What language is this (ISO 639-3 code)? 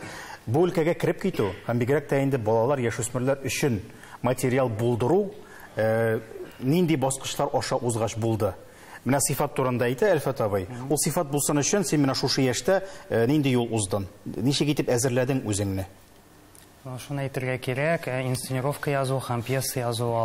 tat